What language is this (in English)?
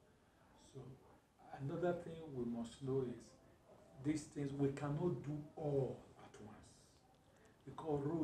Nigerian Pidgin